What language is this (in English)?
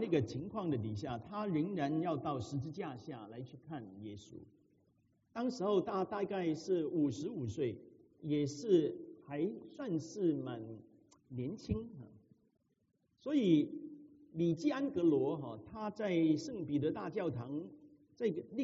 Chinese